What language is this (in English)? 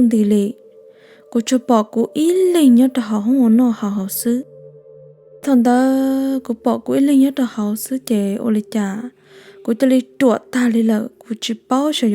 Hmong